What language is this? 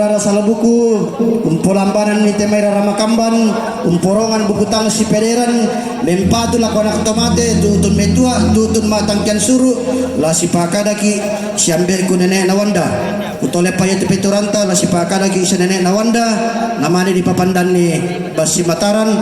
Toraja-Sa'dan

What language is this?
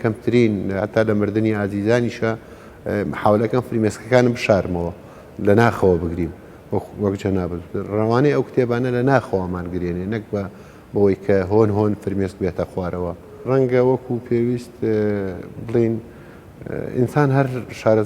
Central Kurdish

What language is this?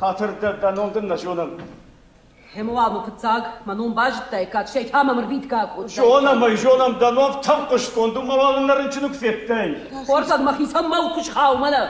Ossetic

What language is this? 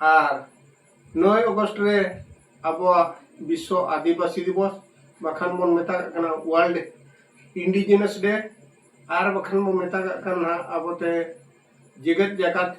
Santali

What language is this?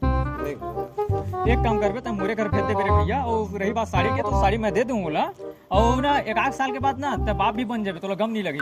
Chhattisgarhi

